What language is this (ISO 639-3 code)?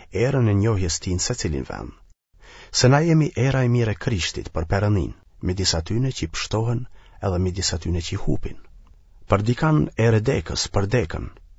sqi